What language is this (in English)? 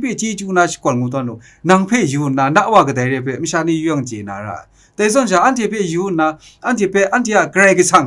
Kachin